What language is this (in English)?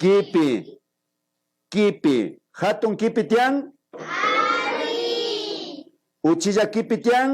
Imbabura Highland Quichua